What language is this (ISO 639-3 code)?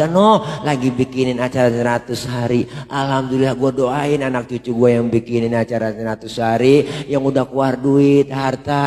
bew